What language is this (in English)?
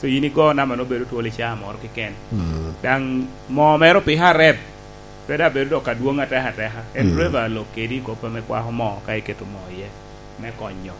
Lango (Uganda)